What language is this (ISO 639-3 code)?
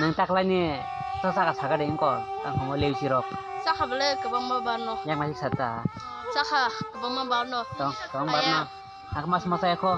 trp